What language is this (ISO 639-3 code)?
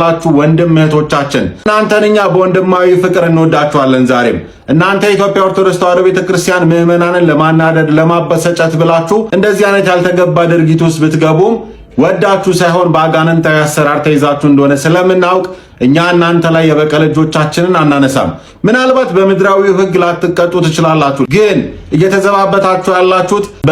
amh